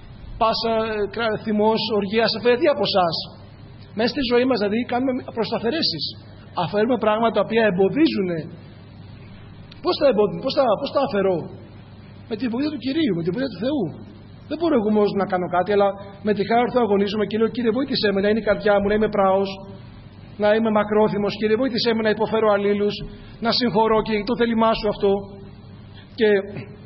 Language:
Greek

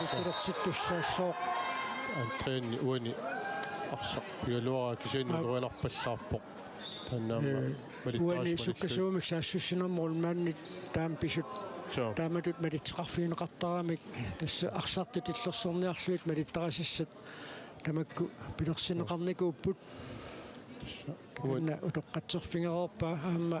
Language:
Kalaallisut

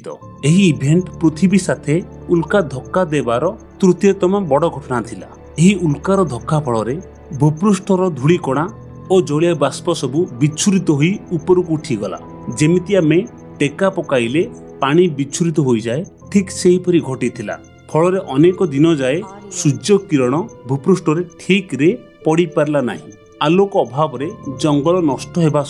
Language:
Odia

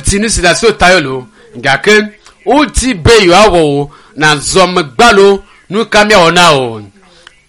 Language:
Ewe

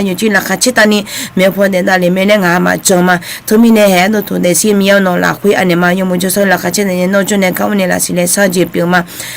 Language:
Akha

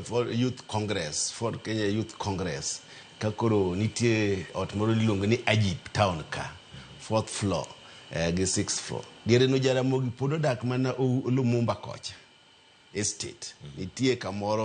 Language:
Luo (Kenya and Tanzania)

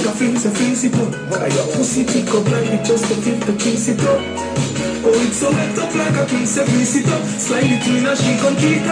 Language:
Jamaican Creole English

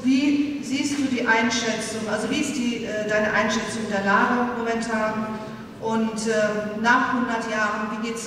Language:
German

